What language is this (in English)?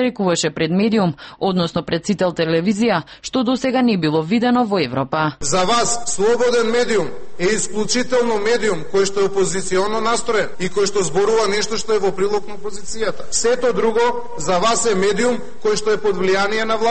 Macedonian